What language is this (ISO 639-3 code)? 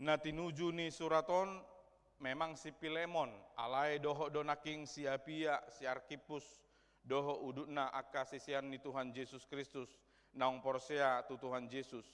bbc